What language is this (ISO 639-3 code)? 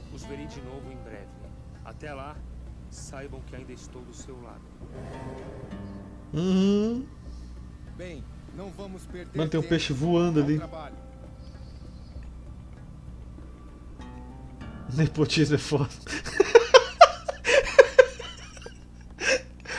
por